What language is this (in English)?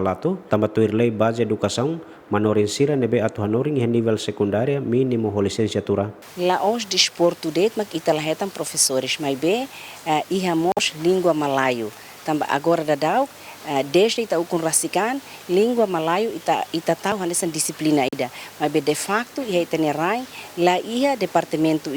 Tetum